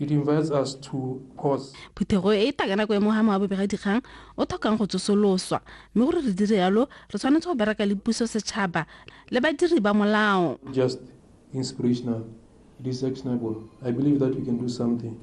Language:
Tswana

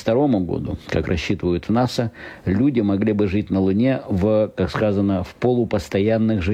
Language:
Russian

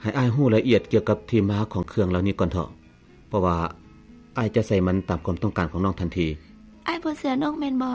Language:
Lao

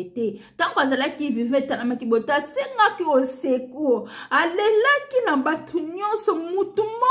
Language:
Lingala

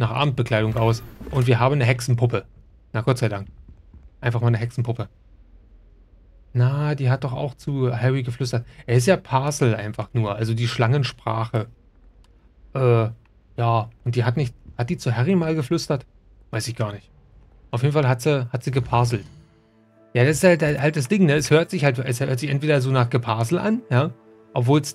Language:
German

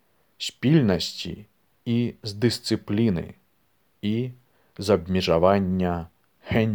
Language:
Belarusian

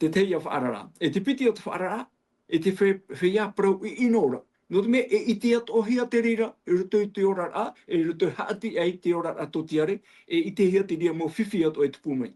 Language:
Tahitian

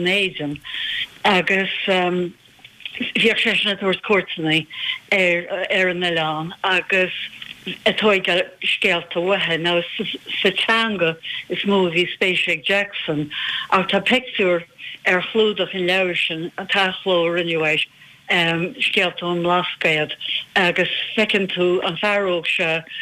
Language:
Irish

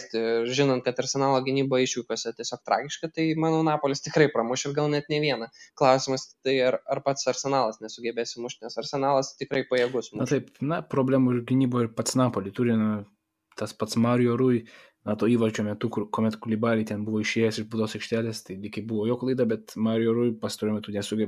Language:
Lithuanian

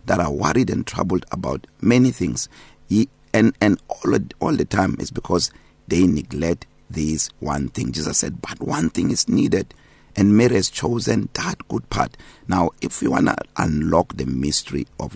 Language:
English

